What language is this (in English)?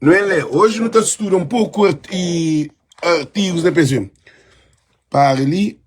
Kabuverdianu